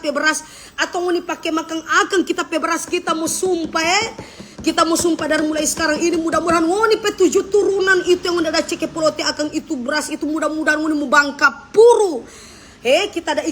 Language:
Manado Malay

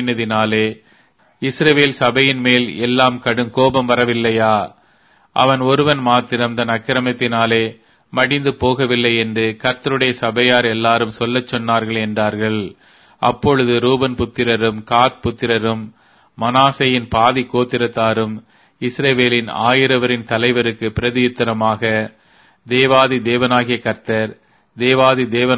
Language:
Tamil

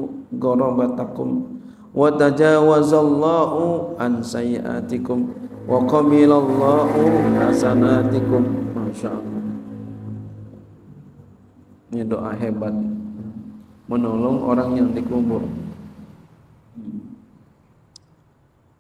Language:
Indonesian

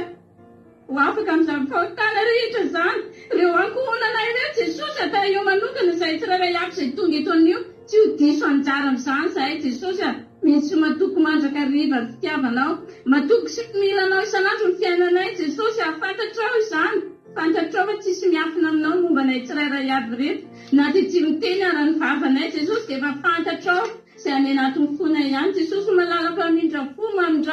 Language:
Malagasy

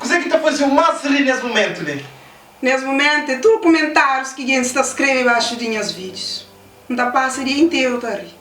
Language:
Kabuverdianu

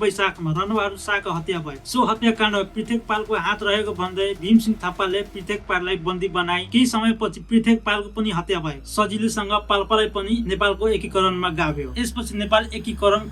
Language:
Nepali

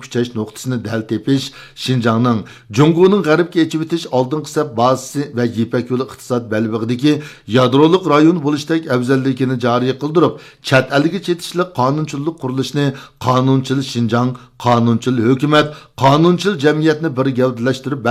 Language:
Uyghur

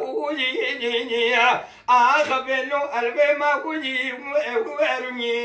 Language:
Kurdish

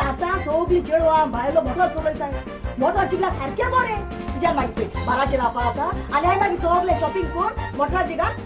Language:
Konkani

